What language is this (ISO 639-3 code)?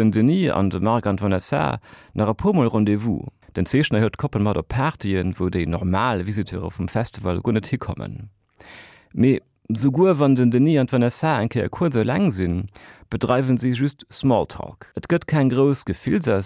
ltz